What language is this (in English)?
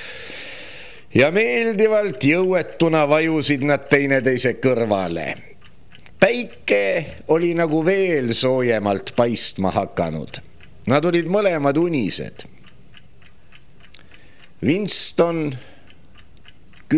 Estonian